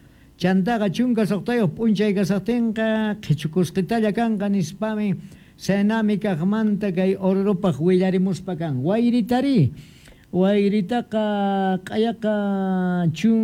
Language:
Quechua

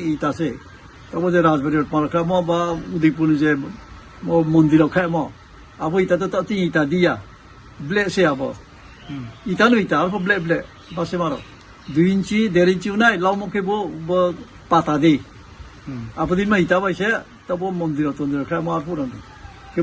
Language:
Riang (India)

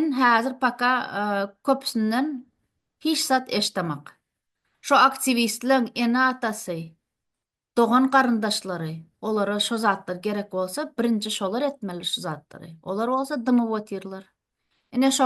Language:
Turkmen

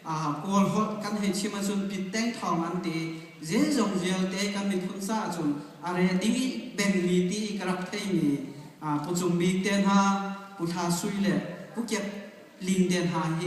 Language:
Hakha Chin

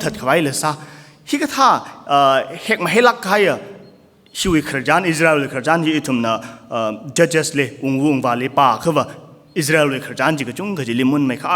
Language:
Tangkhul Naga (India)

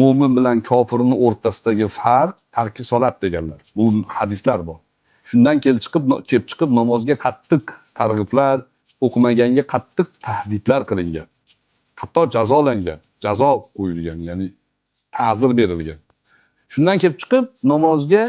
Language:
Uzbek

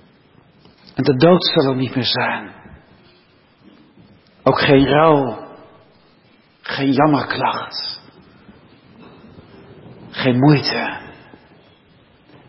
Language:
Dutch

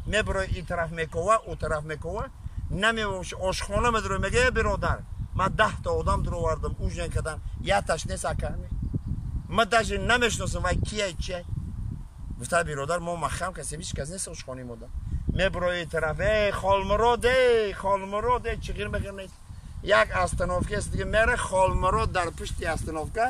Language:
Tajik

